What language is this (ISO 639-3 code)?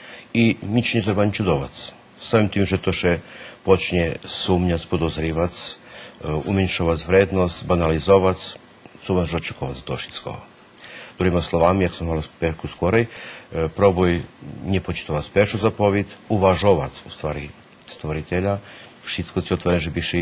rue